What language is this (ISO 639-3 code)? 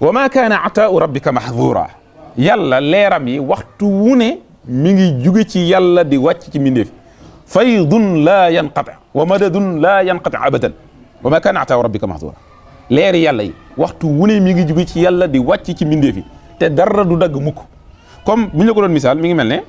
wol